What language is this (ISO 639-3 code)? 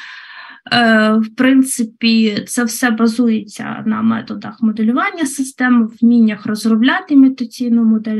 ukr